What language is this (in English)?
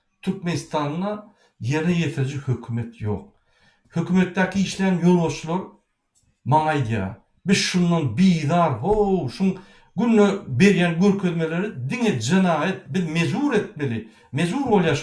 Turkmen